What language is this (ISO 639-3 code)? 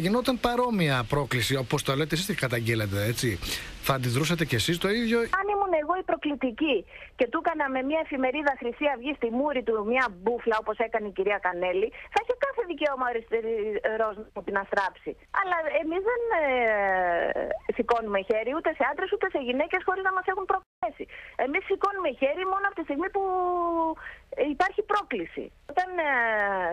ell